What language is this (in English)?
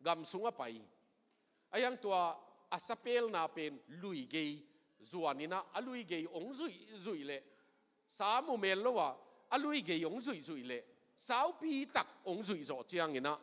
Tedim Chin